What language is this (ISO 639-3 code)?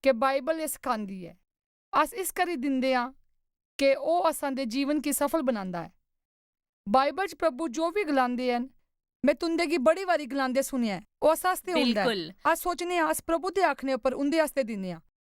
doi